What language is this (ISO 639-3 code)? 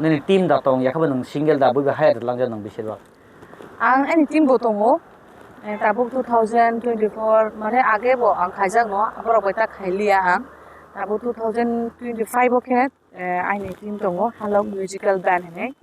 trp